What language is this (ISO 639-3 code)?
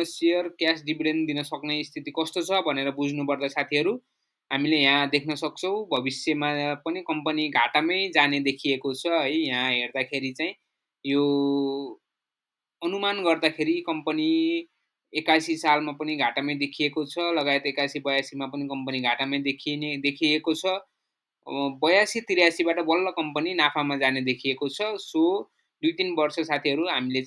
nep